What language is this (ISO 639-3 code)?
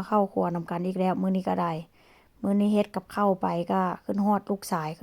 lao